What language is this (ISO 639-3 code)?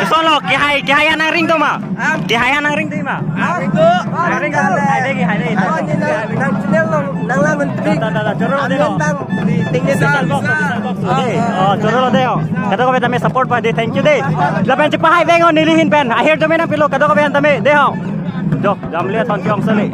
mjw